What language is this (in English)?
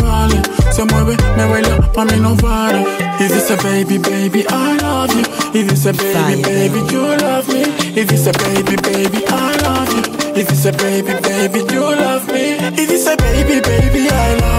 Spanish